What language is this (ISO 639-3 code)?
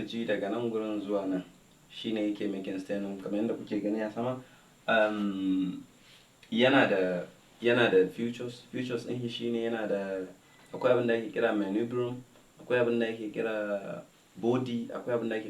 hau